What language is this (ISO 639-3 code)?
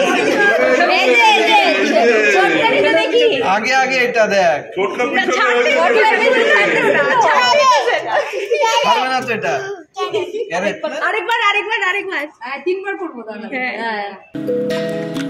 ben